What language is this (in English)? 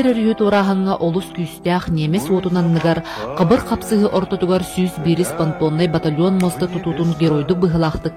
Yakut